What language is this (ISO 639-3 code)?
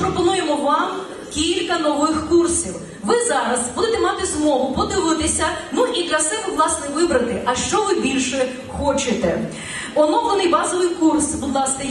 ukr